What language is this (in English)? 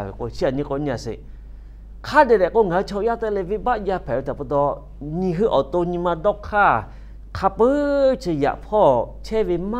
Lahu